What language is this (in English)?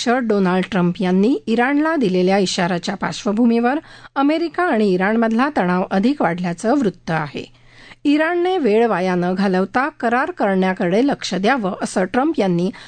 Marathi